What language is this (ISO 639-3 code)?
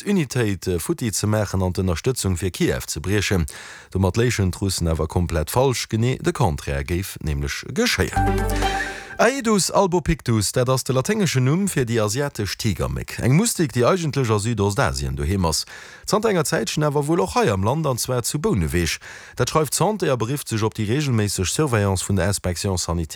ltz